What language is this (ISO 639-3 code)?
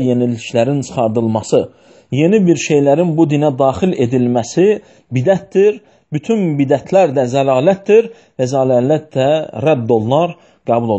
aze